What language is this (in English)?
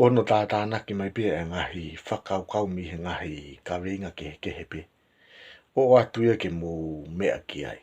Tongan